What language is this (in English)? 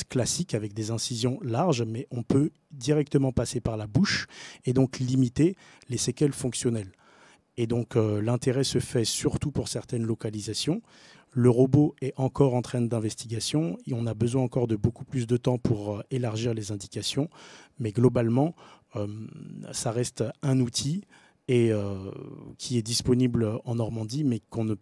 French